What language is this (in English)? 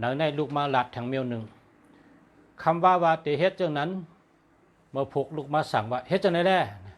Shan